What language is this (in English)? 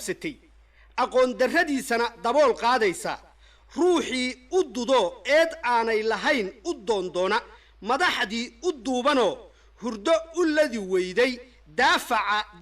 Somali